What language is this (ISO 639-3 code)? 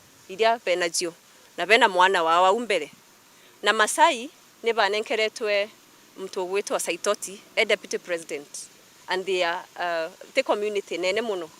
mer